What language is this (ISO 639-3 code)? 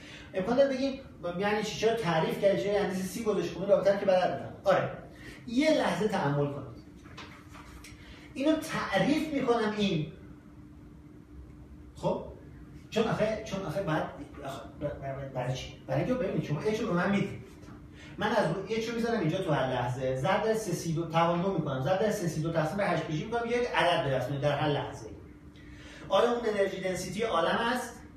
fas